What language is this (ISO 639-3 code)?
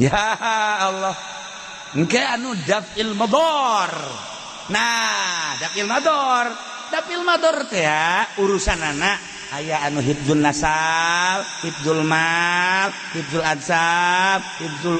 sun